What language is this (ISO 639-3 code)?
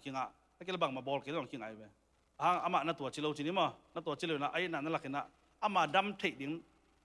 ctd